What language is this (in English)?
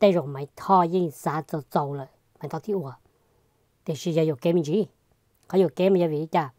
Hmong